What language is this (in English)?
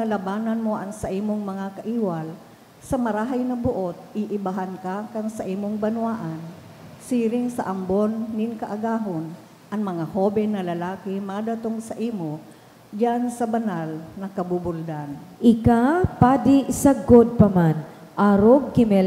Bikol